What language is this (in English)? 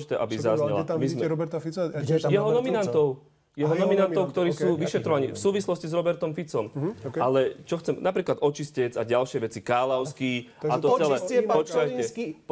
Slovak